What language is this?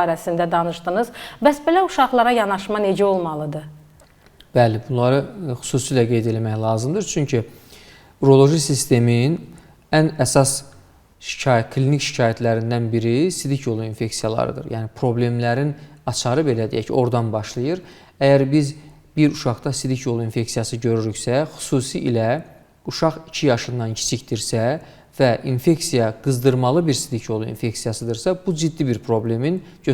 Azerbaijani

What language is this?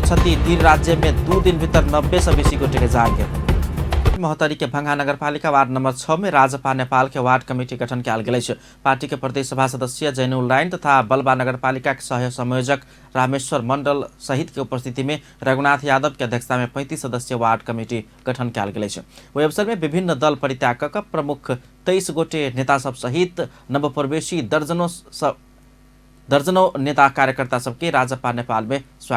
Maithili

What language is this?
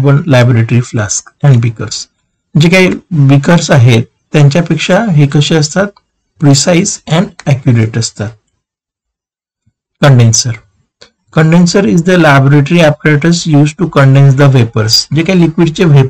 Marathi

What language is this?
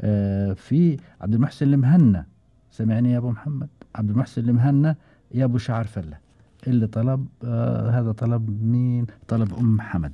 Gulf Arabic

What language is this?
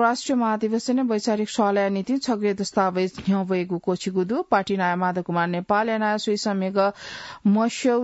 Newari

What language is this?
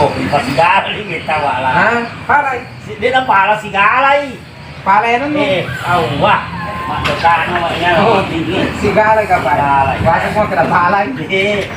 Buginese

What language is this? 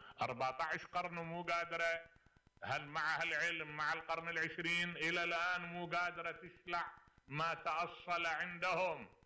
Mesopotamian Arabic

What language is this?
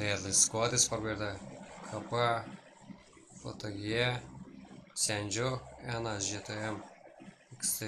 Kara-Kalpak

